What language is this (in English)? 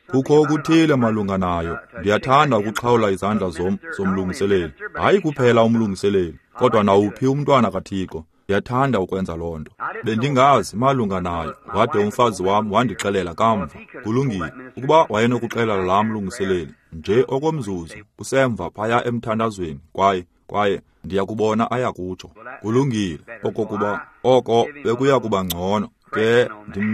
Xhosa